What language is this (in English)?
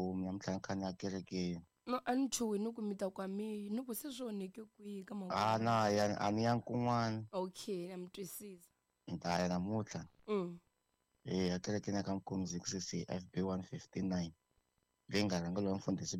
Tsonga